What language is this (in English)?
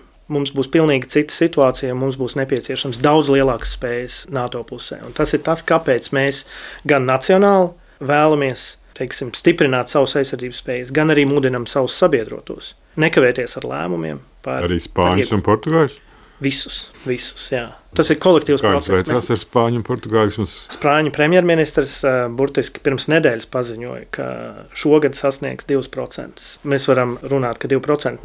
Latvian